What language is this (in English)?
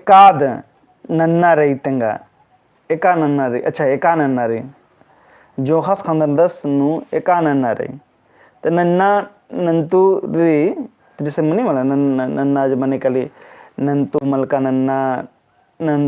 Kurukh